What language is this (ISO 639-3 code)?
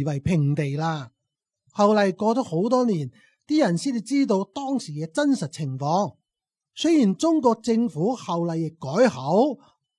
yue